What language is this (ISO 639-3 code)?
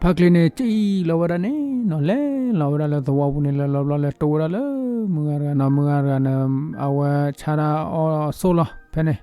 ksw